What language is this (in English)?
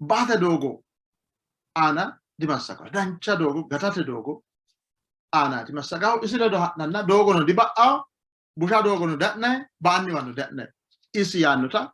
Sidamo